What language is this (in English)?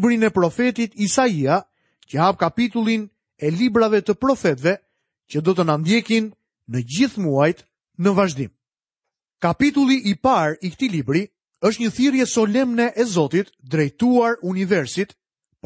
Albanian